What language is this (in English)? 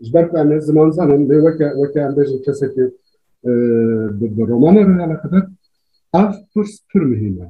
Kurdish